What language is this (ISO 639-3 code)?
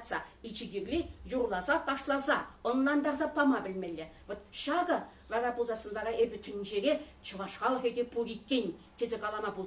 chv